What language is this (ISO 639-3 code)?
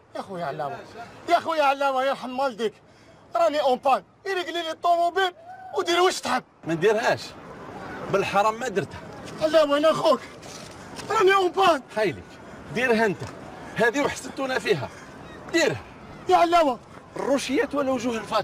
arq